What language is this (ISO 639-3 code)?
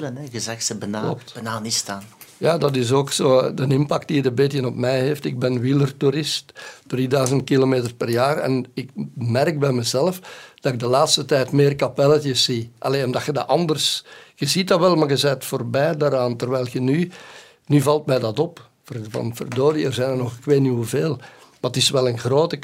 nld